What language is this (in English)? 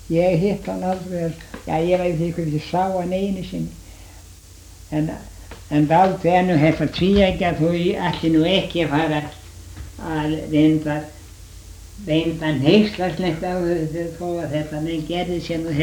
Icelandic